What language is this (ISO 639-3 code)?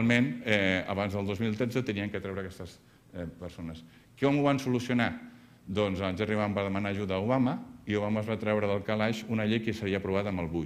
cat